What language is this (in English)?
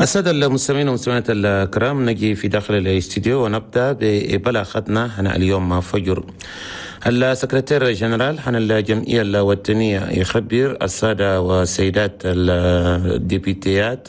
Chadian Arabic